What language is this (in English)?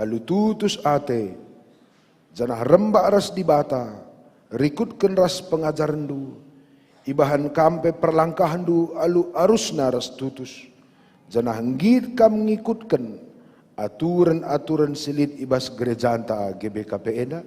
Batak Karo